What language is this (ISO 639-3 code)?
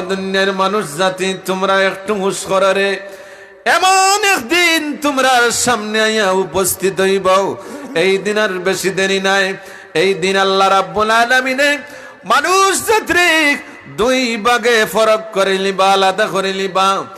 syl